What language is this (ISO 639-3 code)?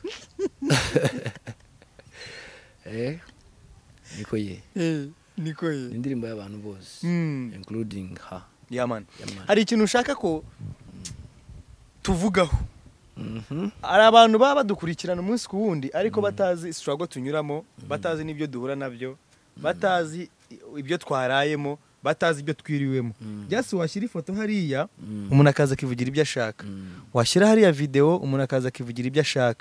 kin